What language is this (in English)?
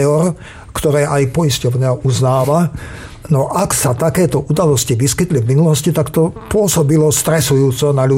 Slovak